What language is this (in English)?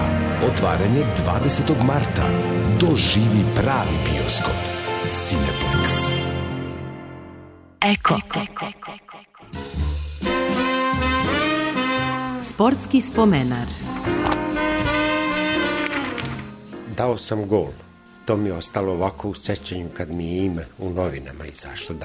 Serbian